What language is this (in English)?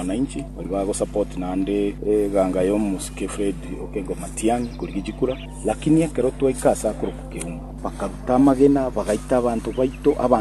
Gusii